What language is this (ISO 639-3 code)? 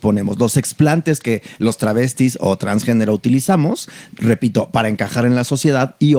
spa